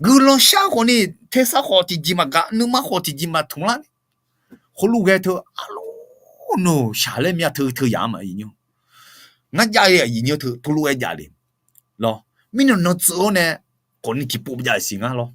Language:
Akha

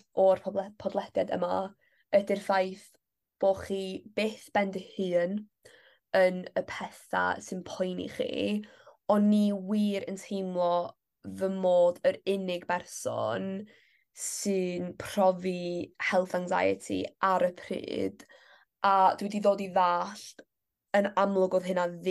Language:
Welsh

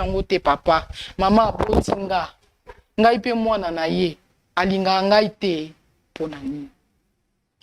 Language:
Lingala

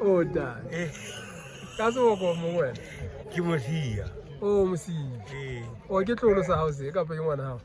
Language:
Southern Sotho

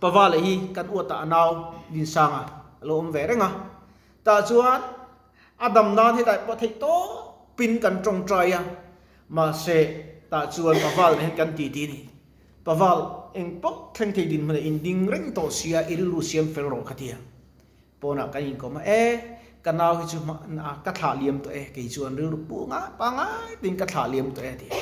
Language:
Mizo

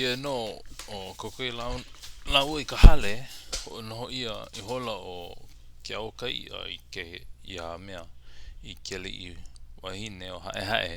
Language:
Hawaiian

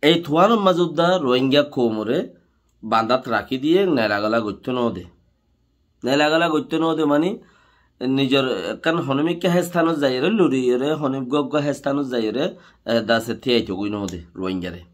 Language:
Rohingya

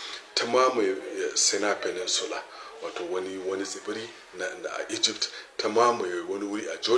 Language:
Hausa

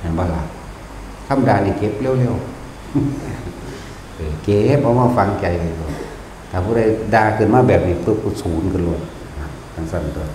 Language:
Northeastern Thai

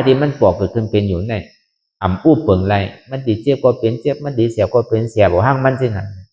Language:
Shan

